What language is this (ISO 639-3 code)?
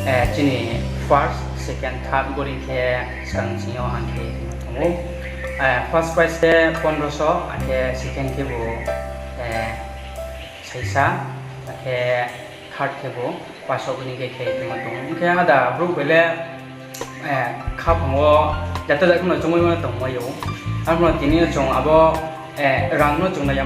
ria